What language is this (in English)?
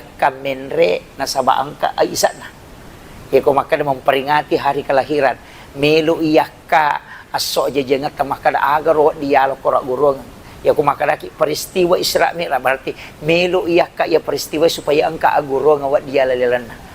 Buginese